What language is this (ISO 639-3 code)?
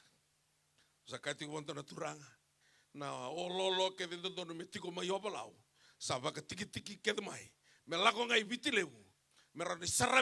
fij